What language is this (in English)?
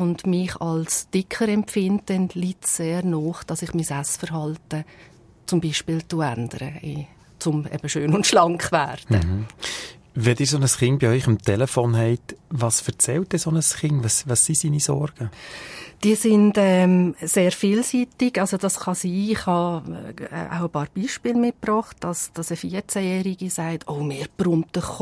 German